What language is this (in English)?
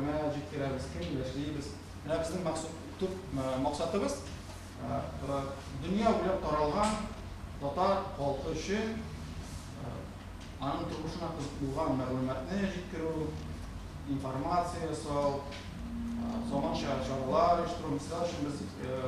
Tatar